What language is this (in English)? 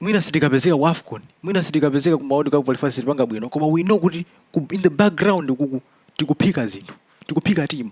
Nyanja